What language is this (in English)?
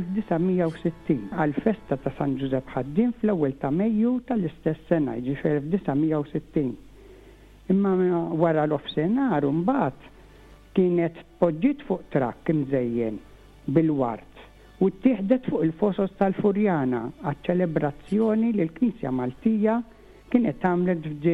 Maltese